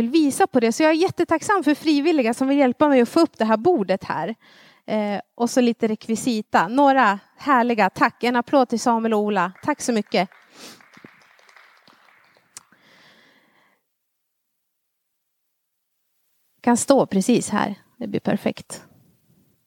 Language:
Swedish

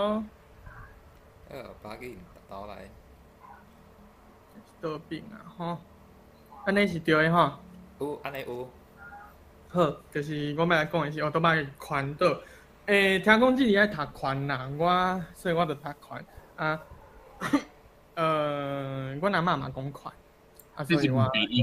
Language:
Min Nan Chinese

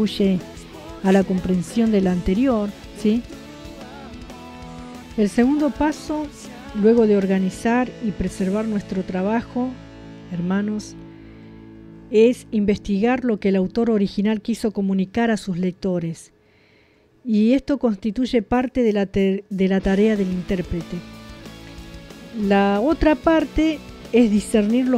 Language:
Spanish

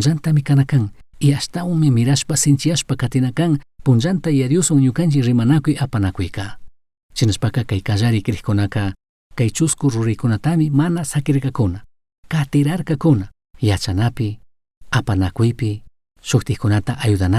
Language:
Chimborazo Highland Quichua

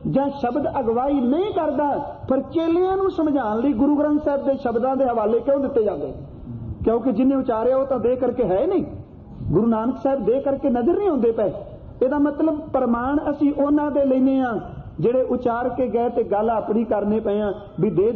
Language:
Punjabi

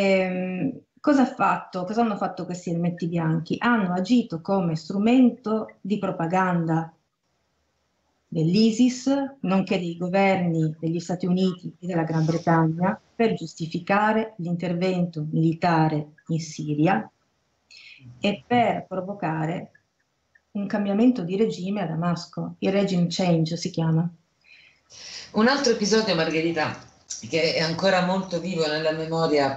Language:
Italian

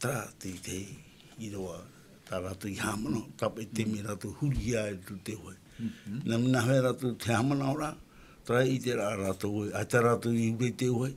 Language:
Tahitian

